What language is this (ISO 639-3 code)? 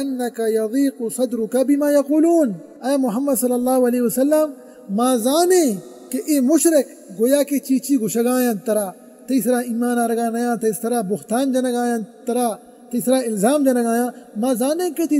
bal